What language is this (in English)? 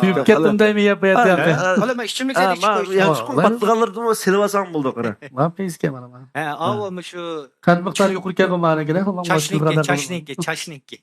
Uyghur